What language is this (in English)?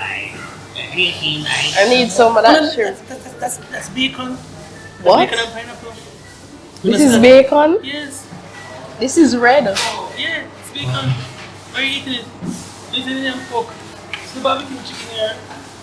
Jamaican Creole English